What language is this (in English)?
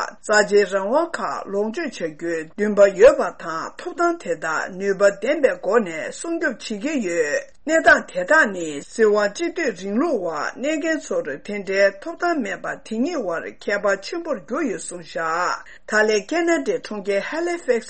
Tibetan